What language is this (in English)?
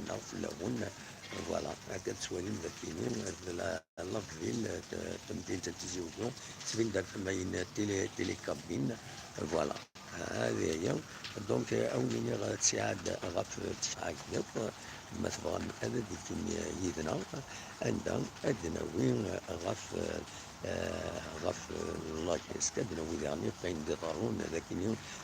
Kabyle